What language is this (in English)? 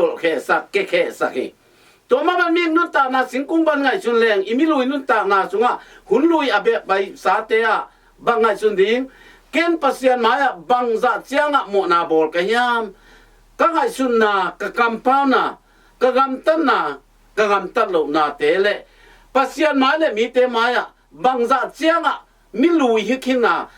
Tedim Chin